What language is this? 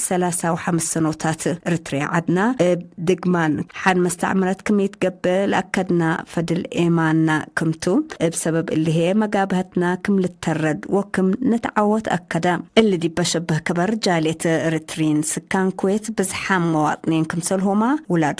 Tigre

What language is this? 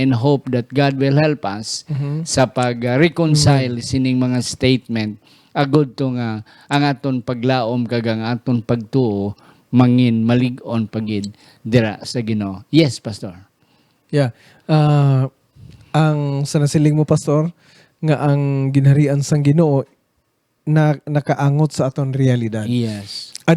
Hiligaynon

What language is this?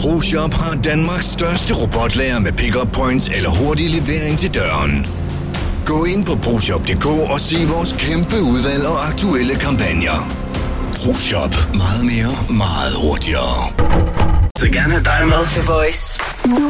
Danish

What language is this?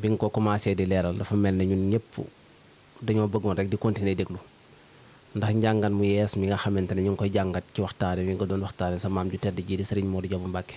Wolof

